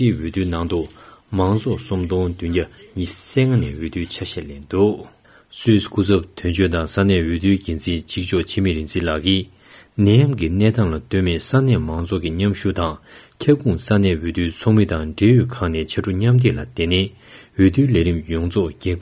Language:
Tibetan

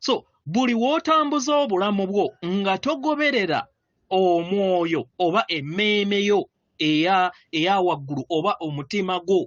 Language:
Ganda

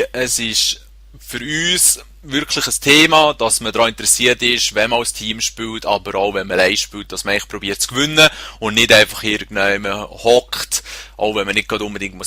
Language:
Swiss German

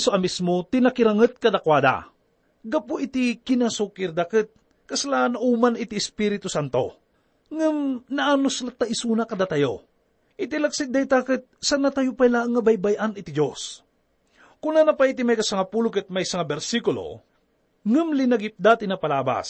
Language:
Iloko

